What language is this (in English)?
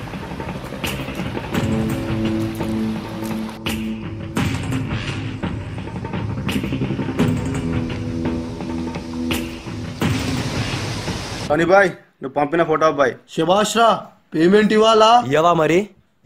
Telugu